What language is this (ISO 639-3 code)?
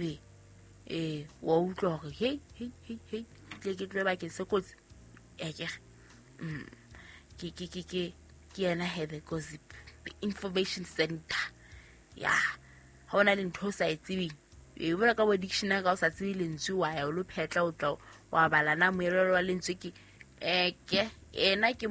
sot